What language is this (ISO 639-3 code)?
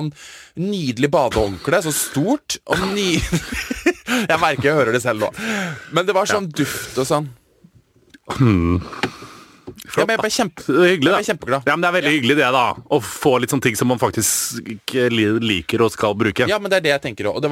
nor